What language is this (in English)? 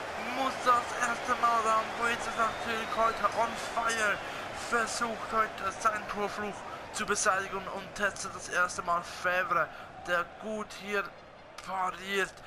Swiss German